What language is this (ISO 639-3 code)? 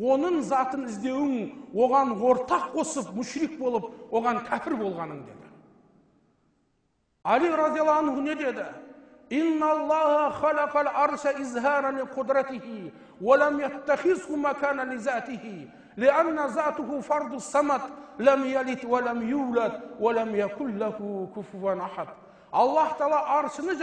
kaz